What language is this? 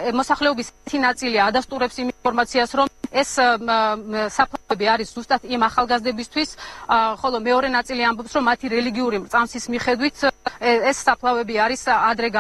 Georgian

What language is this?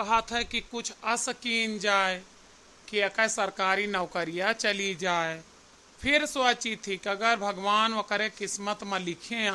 Awadhi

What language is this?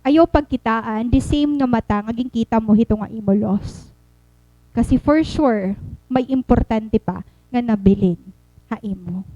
Waray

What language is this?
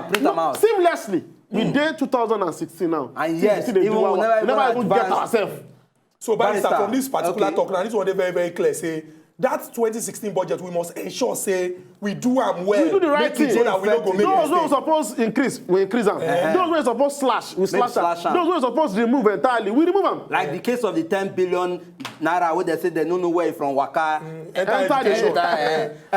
Nigerian Pidgin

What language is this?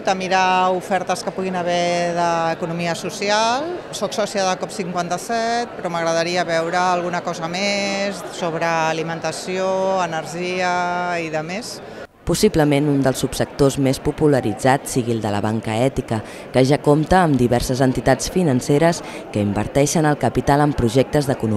Catalan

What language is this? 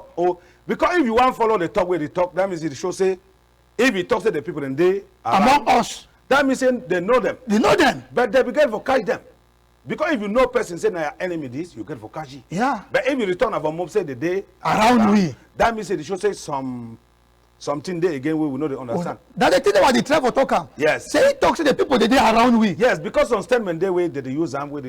Cameroon Pidgin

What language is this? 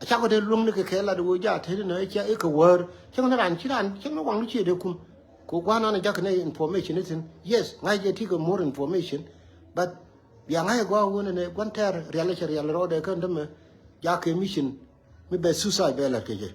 Nuer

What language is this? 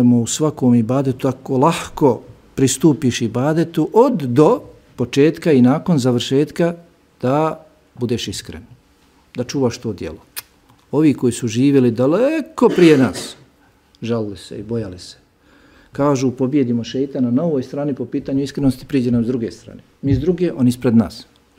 Bosnian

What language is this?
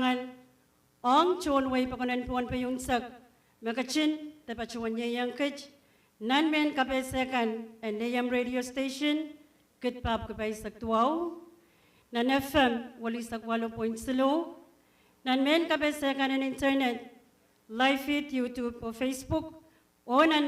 Pohnpeian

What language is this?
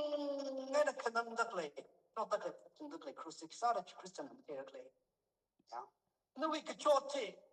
Tangkhul Naga (India)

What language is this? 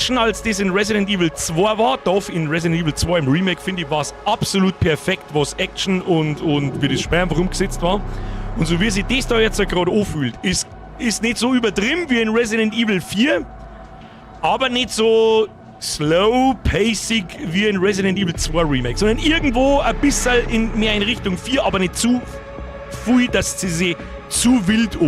Bavarian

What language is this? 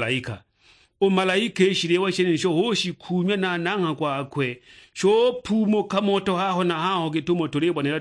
Sukuma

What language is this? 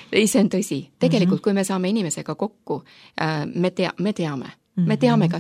Estonian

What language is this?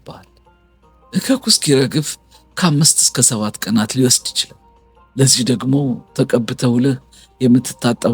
Amharic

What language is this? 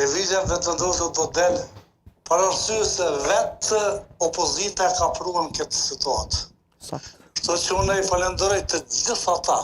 Albanian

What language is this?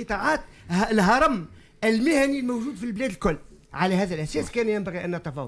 Tunisian Arabic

